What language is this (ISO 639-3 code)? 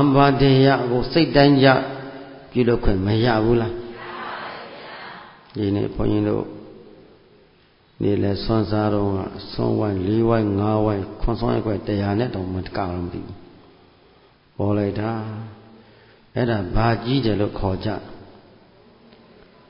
mya